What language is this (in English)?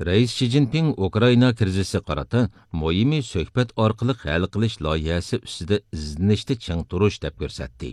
Uyghur